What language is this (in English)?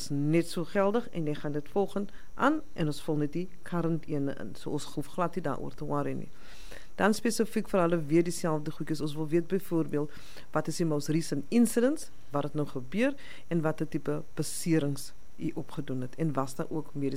Afrikaans